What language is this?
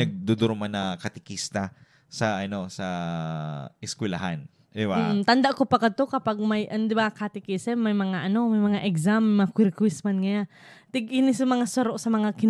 Bikol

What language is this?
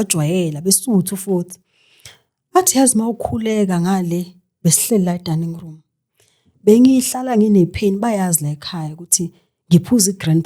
Zulu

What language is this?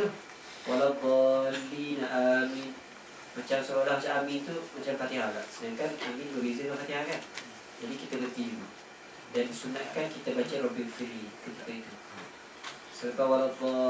Malay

